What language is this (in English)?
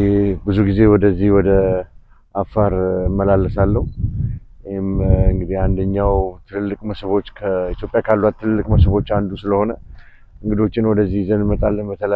Amharic